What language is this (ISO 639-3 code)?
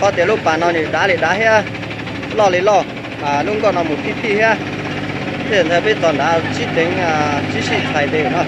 hmn